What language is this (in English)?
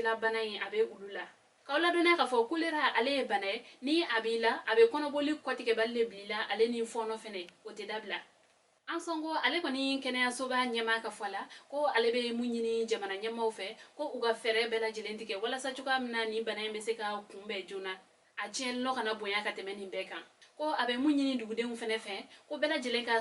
Bambara